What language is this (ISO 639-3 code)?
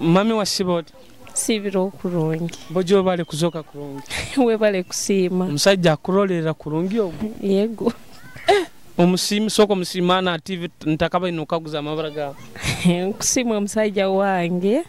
nyo